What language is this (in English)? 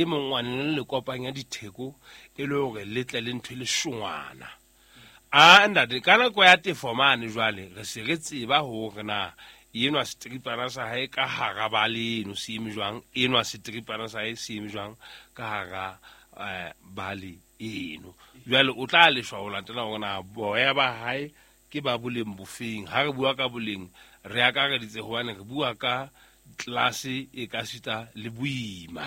Southern Sotho